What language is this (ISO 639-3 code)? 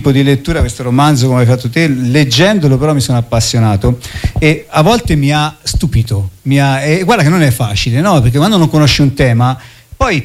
ita